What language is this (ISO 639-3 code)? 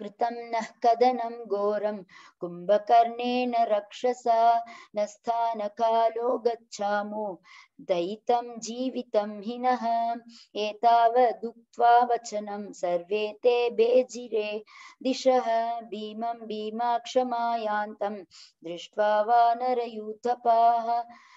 san